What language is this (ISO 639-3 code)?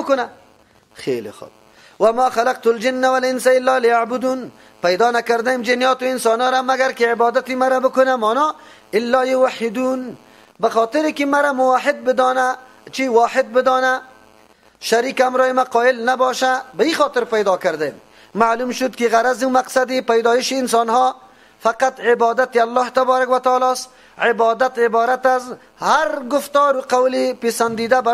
fas